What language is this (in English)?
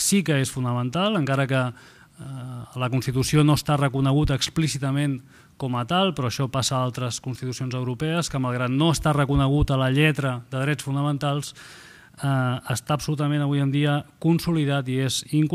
Catalan